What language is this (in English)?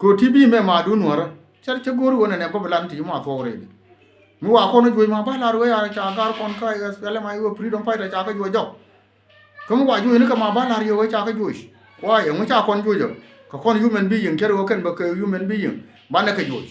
Nuer